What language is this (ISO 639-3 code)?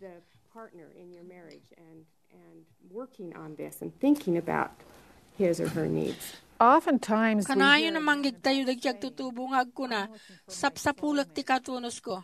ilo